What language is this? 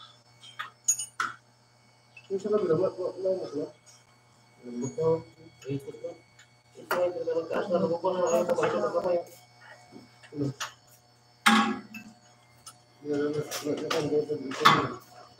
Filipino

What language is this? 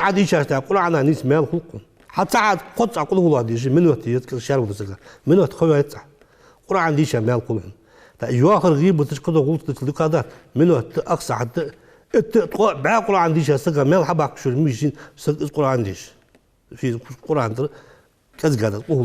Ingush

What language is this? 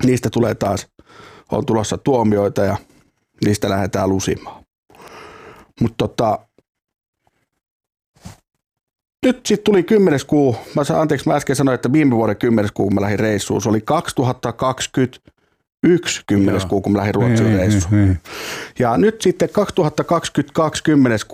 Finnish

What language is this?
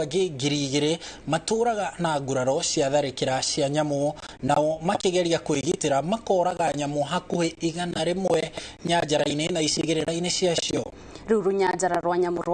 Kikuyu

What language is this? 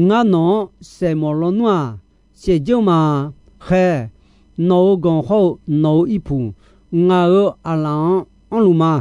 Akha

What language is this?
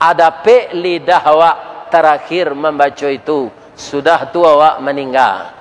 Minangkabau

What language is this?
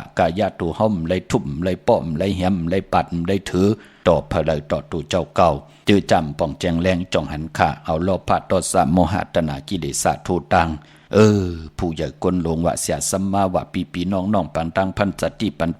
Shan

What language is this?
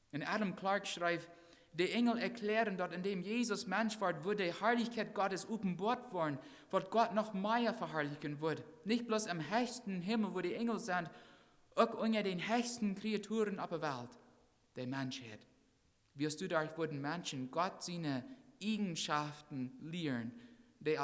Plautdietsch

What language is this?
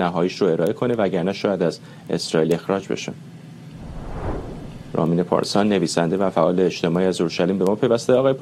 Persian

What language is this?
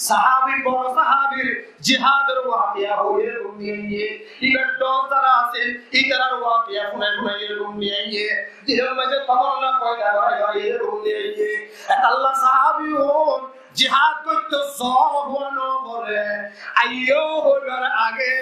Rohingya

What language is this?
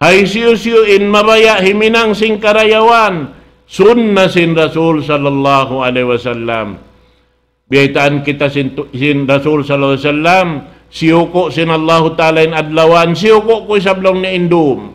Tausug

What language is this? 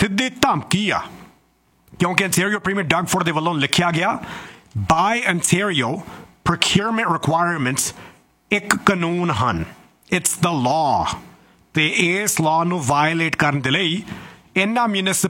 Punjabi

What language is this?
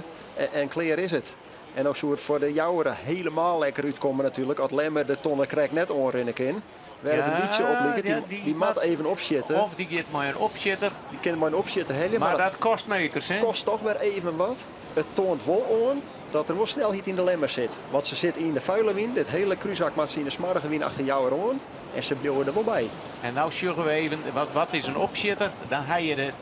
Western Frisian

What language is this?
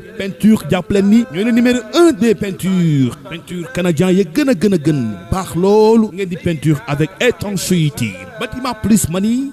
Wolof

